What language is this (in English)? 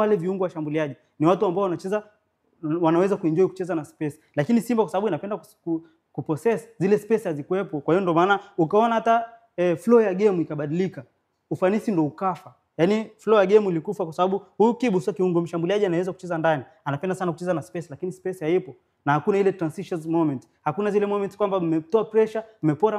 Swahili